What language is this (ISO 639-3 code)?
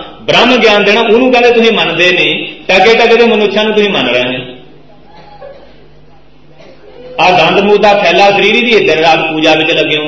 pan